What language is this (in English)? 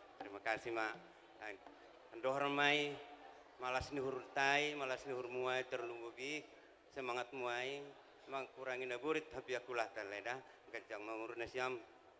Batak Toba